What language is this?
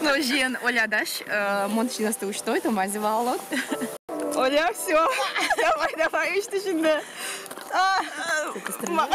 Udmurt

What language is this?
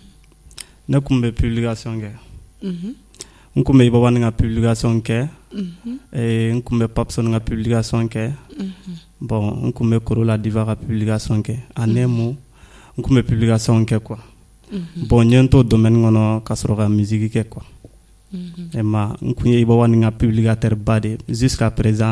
Bambara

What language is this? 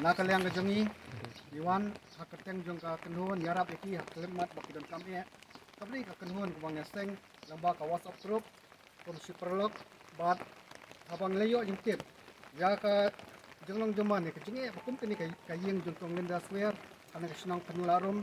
Khasi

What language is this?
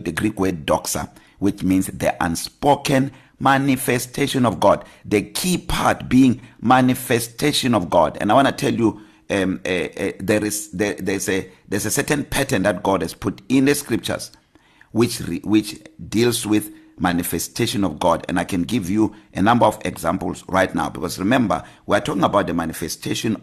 English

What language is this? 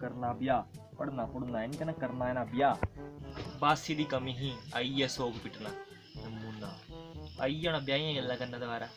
Dogri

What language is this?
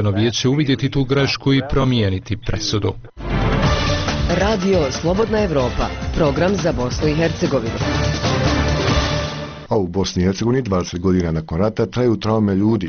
Bosnian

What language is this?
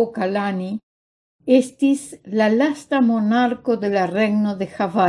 Esperanto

